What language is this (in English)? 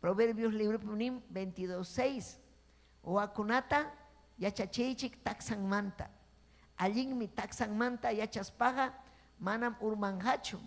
Ayacucho Quechua